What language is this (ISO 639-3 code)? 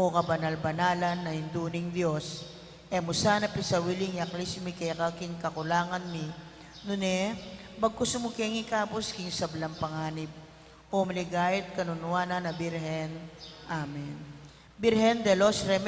pam